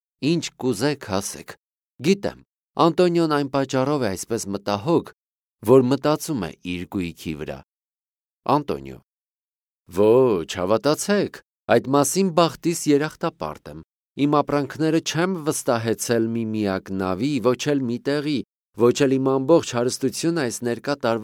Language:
Armenian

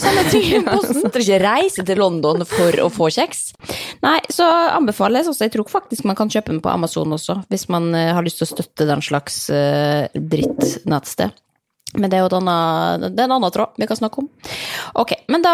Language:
Norwegian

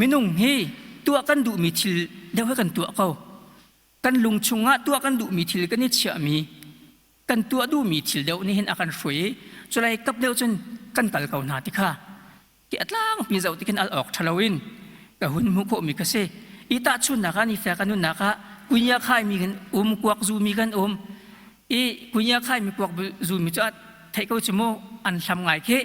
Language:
Hakha Chin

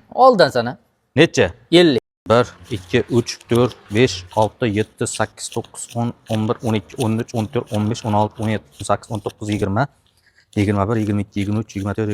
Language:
Uzbek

